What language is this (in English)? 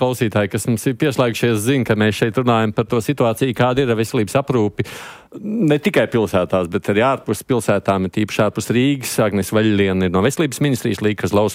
Latvian